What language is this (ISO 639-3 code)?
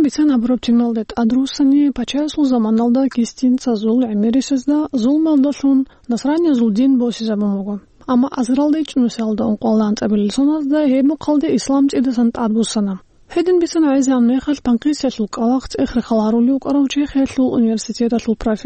ava